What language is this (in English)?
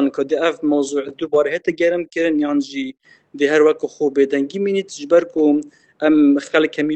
Kurdish